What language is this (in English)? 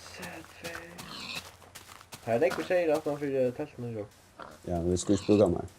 Faroese